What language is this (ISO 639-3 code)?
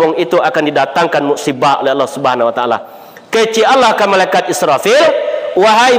min